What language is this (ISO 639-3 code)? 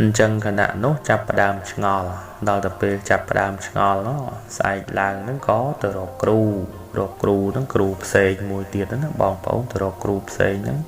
khm